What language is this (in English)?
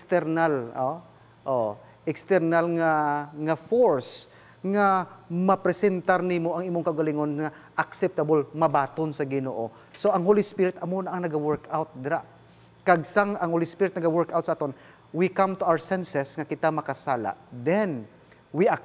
Hiligaynon